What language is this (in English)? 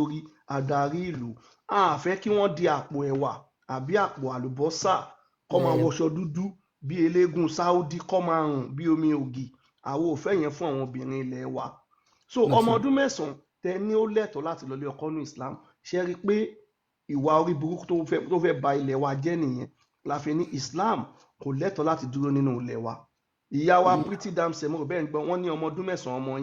Yoruba